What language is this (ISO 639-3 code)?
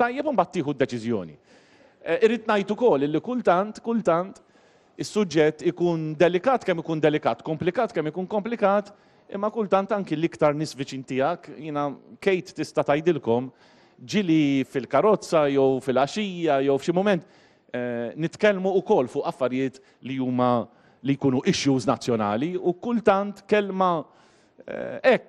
mlt